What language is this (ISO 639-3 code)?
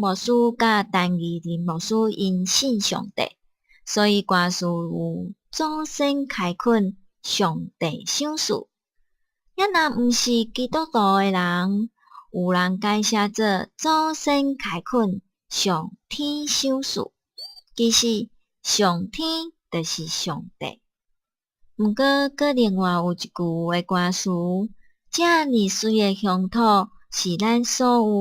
nan